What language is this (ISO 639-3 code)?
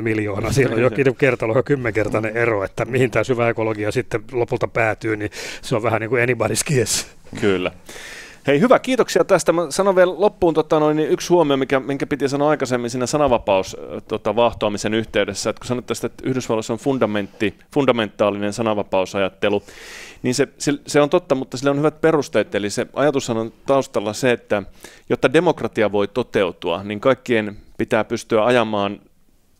fin